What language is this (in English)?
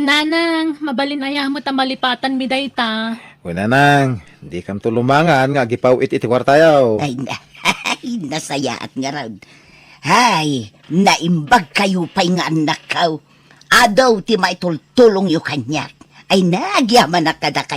Iloko